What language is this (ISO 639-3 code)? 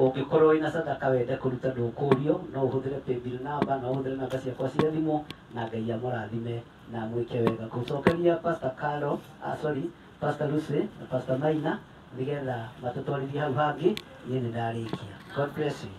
kik